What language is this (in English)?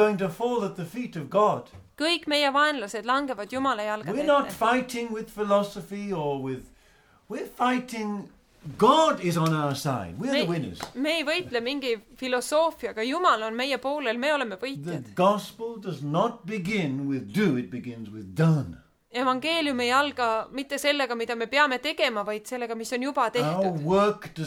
Estonian